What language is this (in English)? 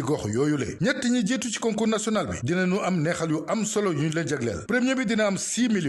Wolof